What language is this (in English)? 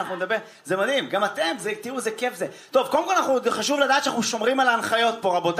Hebrew